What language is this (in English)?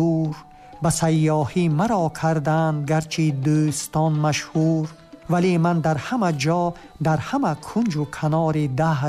Tajik